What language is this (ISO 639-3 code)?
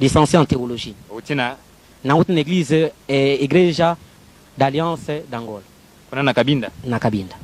lin